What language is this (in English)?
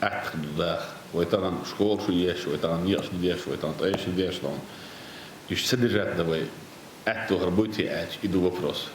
Chechen